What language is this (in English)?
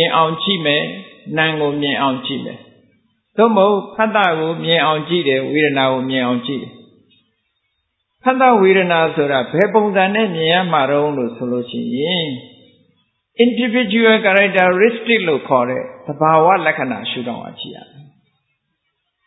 Burmese